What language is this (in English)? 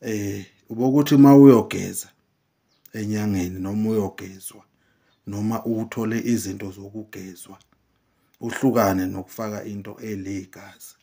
Zulu